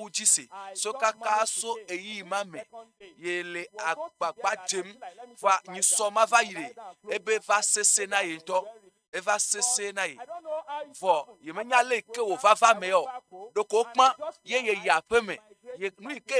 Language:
Ewe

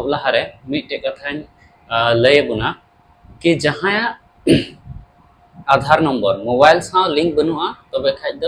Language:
Santali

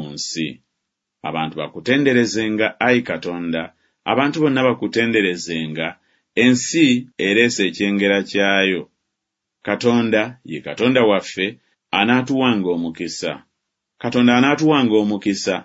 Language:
Ganda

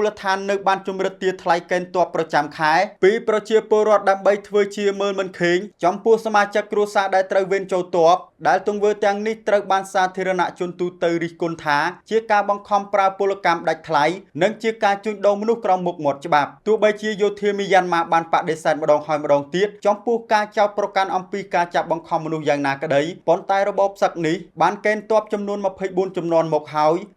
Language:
Khmer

